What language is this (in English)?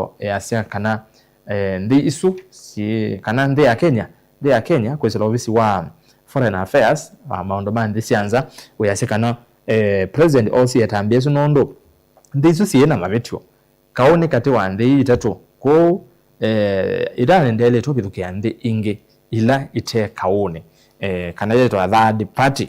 Kamba